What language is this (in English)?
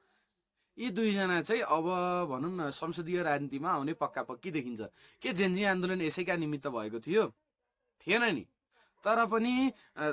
Nepali